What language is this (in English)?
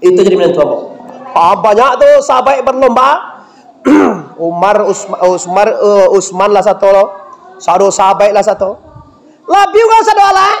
Minangkabau